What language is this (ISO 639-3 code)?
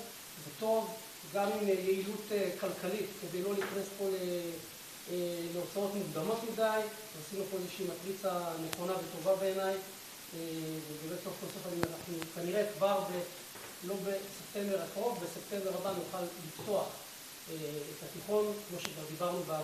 heb